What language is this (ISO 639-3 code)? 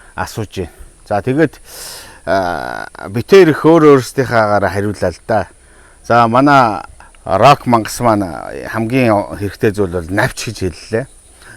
mon